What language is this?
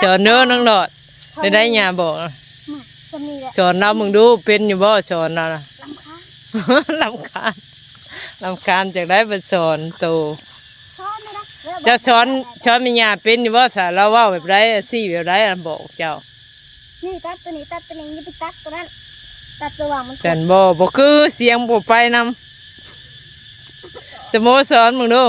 Northeastern Thai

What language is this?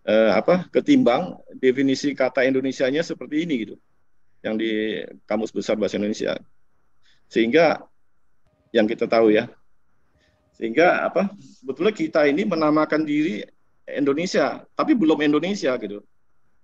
Indonesian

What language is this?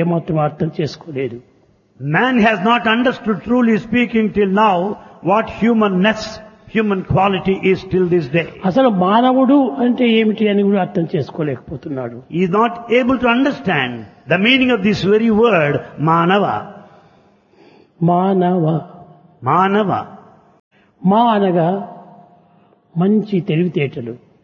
Telugu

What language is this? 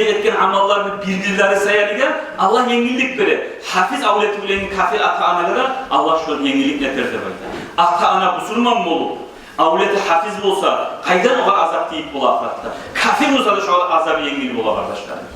Kumyk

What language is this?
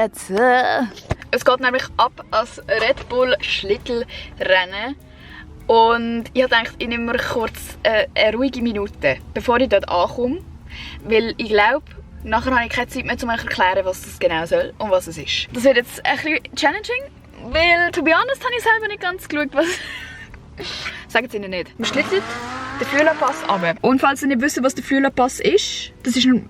Swiss German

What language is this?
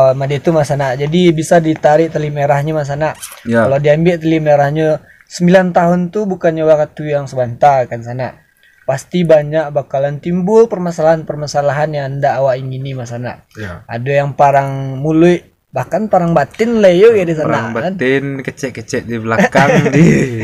Minangkabau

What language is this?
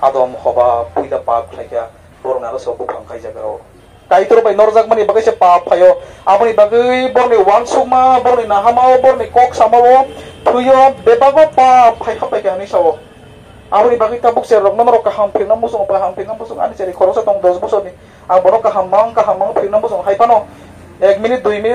Kok Borok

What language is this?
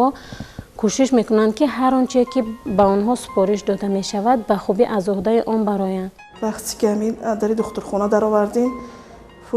Tajik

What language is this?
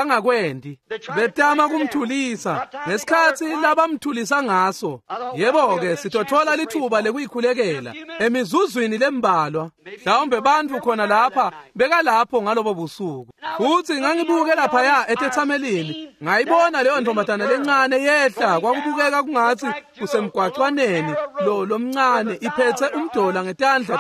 Swati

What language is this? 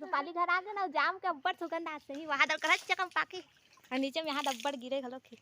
Chhattisgarhi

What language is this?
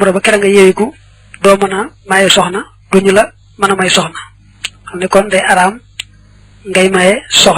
Wolof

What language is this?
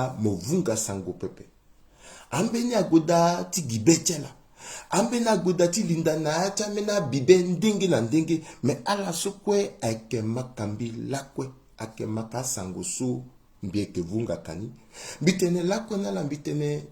Sango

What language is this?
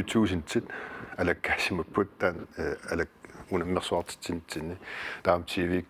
Kalaallisut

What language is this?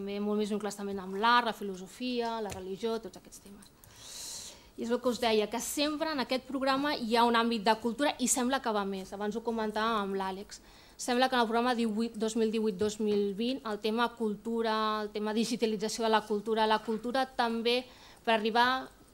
Catalan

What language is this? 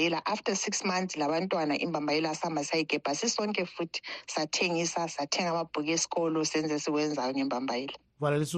North Ndebele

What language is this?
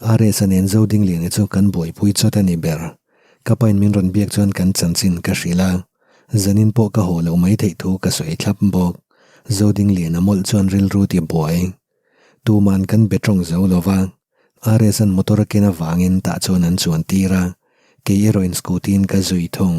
Mizo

